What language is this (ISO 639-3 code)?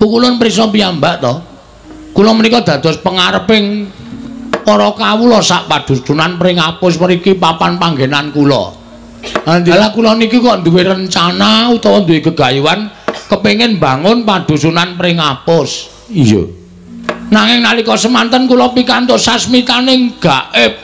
jav